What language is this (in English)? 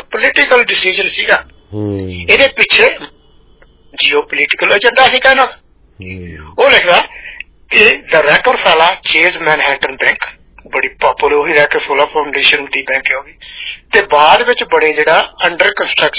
Punjabi